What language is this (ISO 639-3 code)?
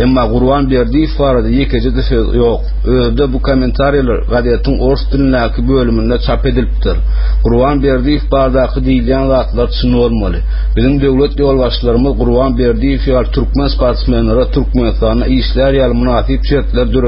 tuk